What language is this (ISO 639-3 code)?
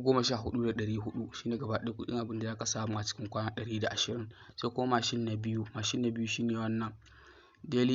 hau